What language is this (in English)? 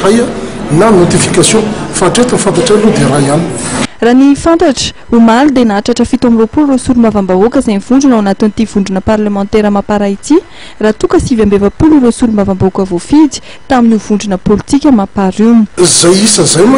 Malagasy